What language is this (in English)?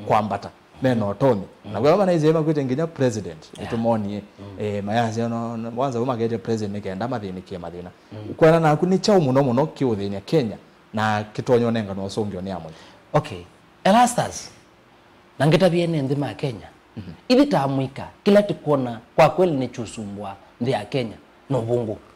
Kamba